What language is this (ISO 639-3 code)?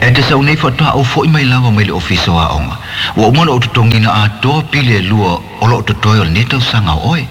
smo